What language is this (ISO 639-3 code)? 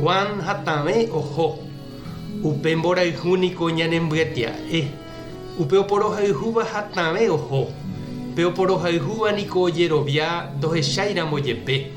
grn